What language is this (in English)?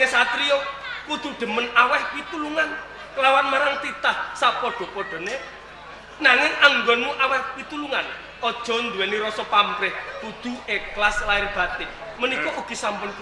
Javanese